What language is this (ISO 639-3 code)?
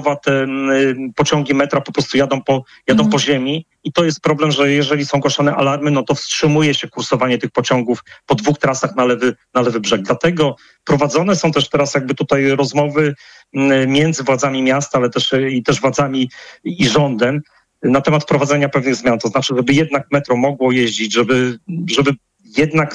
pol